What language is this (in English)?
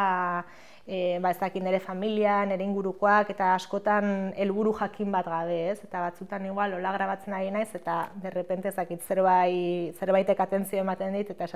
Basque